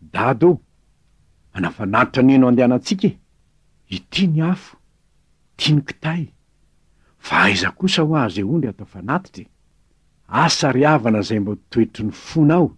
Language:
Malagasy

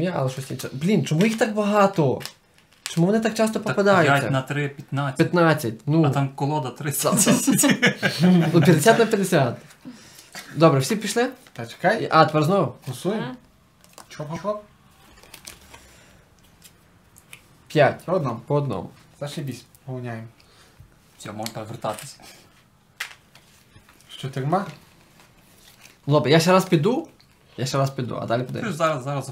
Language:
Ukrainian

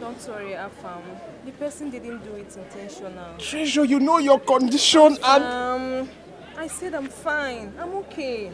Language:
Nigerian Pidgin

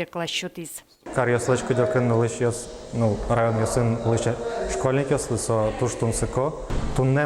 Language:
Udmurt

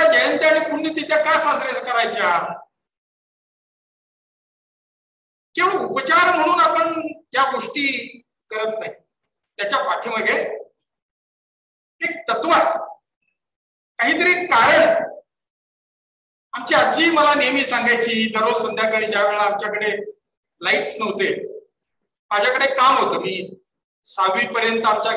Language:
Marathi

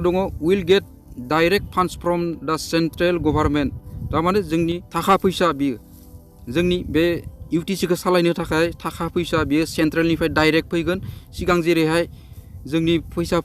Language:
Bodo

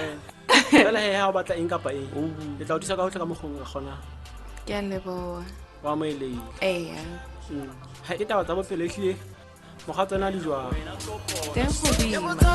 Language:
Southern Sotho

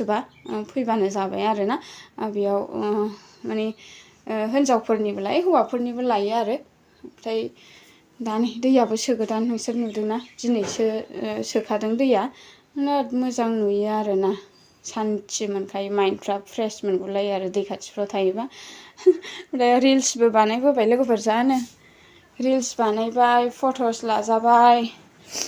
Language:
Bodo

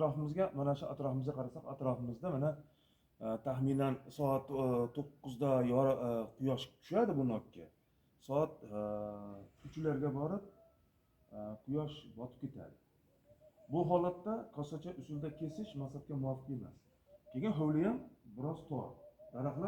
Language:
Uzbek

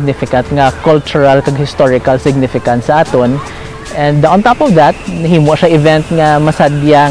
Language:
Hiligaynon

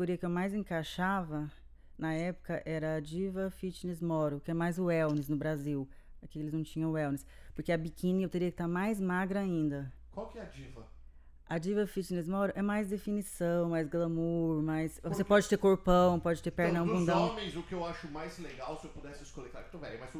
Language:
Portuguese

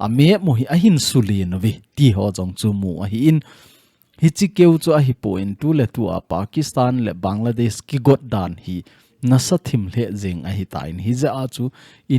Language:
Thado Chin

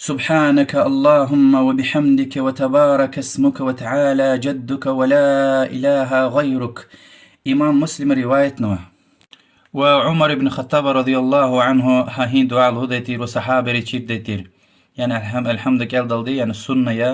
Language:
Lezghian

